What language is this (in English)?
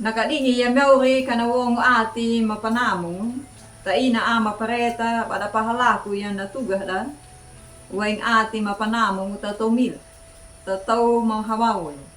Anakalangu